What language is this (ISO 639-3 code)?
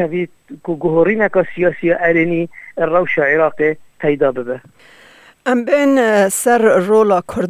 kur